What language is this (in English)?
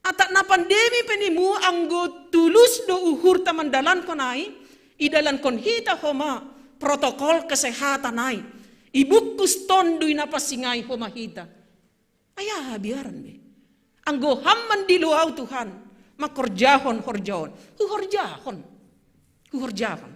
Batak Simalungun